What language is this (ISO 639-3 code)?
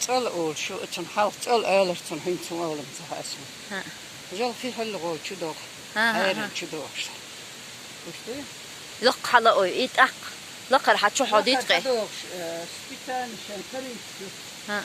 che